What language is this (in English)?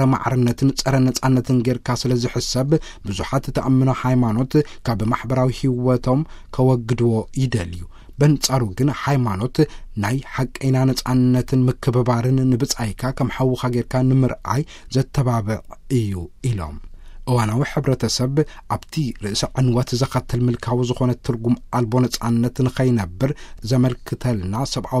Tigrinya